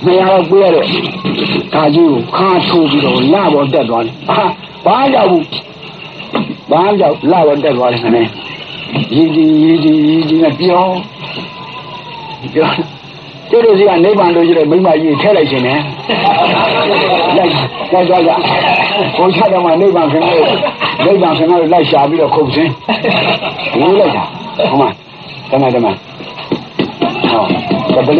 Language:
Burmese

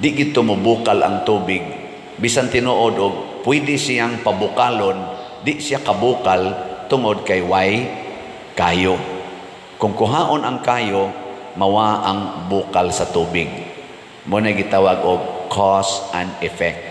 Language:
Cebuano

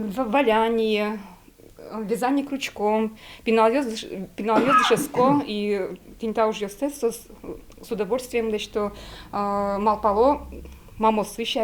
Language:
Udmurt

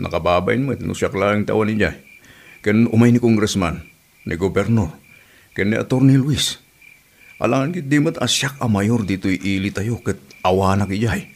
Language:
Iloko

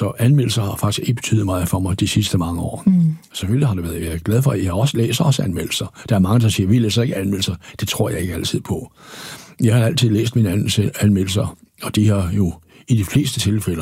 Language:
Danish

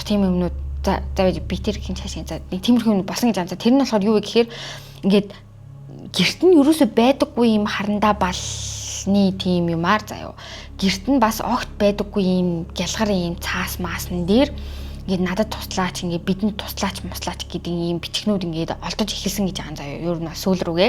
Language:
Mongolian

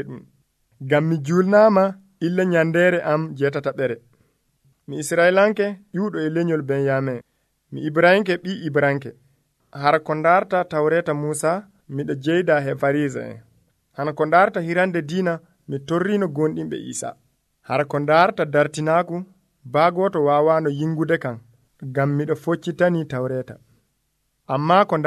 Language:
Nigerian Fulfulde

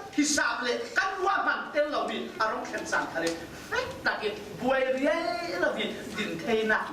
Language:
Falam Chin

